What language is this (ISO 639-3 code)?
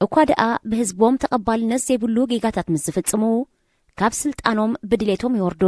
tir